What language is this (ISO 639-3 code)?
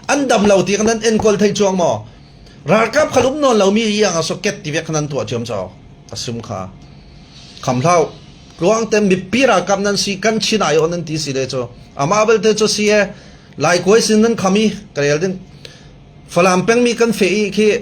cfm